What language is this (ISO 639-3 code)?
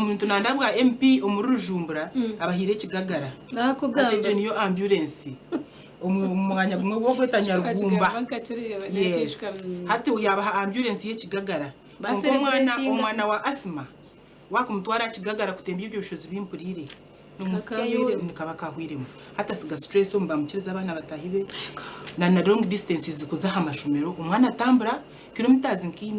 nyn